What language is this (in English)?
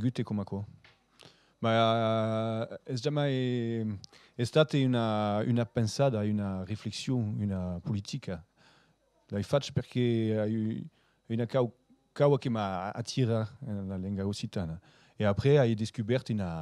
Occitan